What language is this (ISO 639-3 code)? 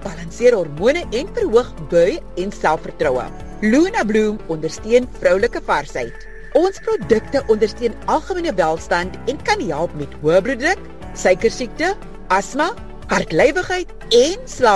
afr